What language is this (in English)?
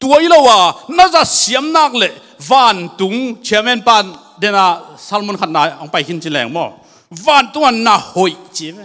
Tedim Chin